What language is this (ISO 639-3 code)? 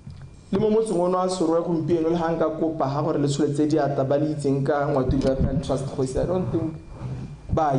tsn